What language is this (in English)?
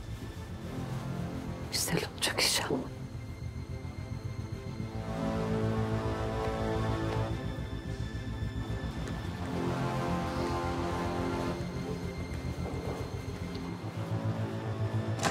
Turkish